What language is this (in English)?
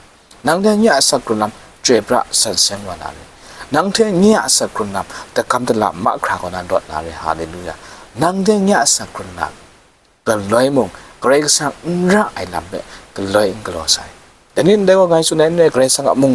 Kachin